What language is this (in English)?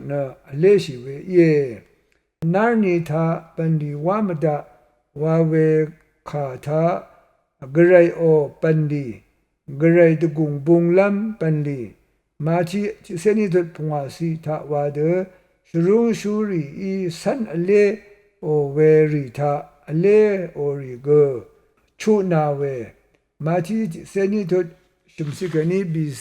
Rawang